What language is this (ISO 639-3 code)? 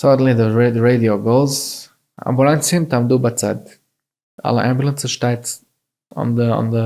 yid